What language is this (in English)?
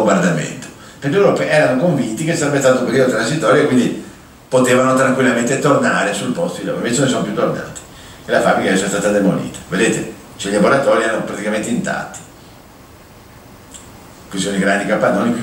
Italian